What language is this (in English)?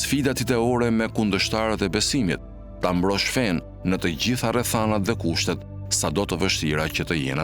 Albanian